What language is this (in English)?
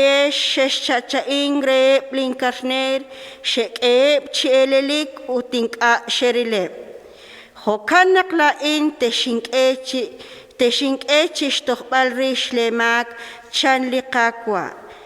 Kekchí